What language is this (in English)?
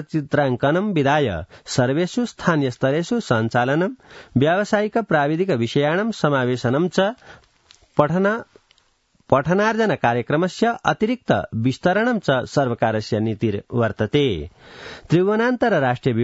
Sanskrit